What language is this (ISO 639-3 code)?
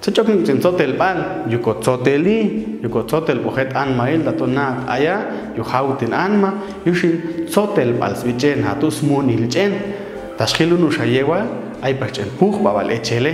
jac